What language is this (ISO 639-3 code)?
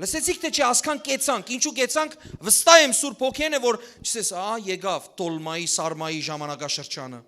hyw